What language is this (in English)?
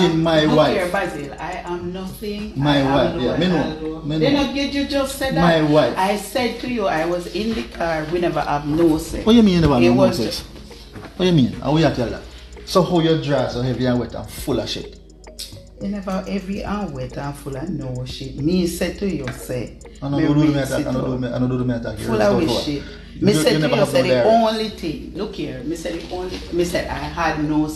Jamaican Creole English